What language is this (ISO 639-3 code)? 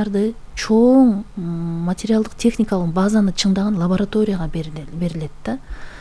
kir